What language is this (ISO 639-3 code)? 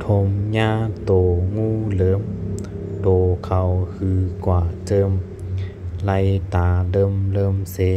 shn